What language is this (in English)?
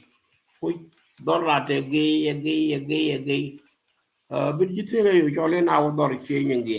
Nuer